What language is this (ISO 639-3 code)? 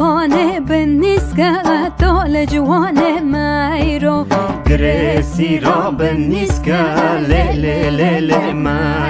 kur